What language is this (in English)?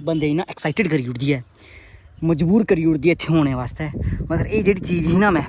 Dogri